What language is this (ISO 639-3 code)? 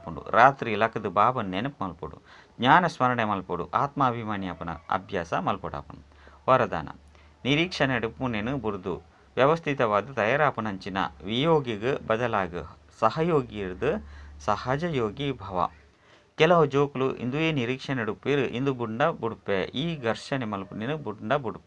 tcy